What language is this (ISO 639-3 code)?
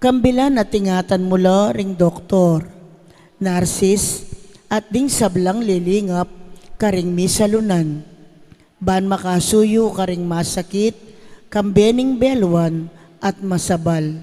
pam